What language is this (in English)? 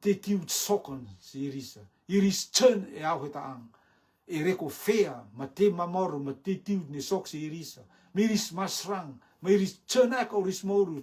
Rotuman